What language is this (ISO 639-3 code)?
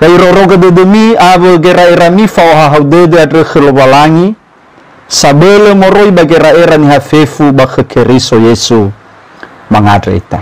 nia